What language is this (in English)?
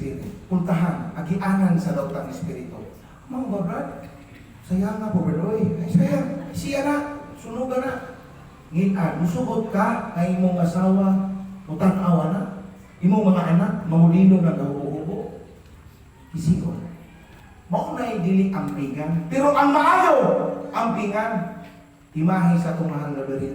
Cebuano